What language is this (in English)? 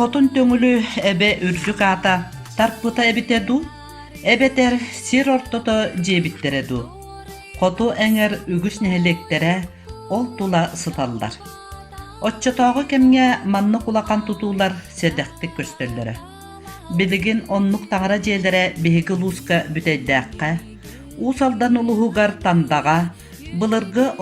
Yakut